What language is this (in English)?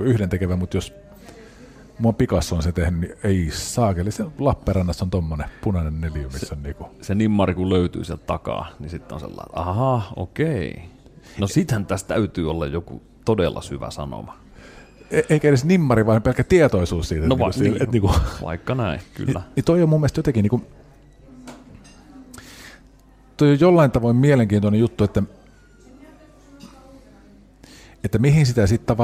Finnish